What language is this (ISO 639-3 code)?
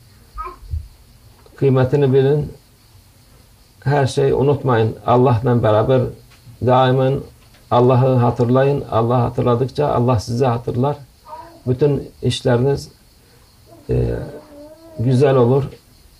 tur